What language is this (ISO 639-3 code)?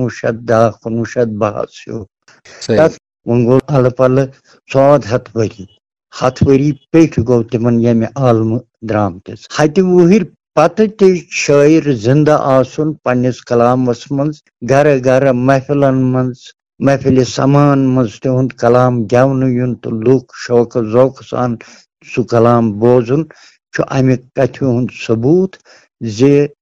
kas